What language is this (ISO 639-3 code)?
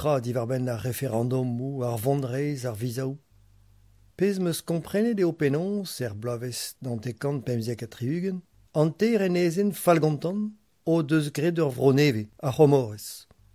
bre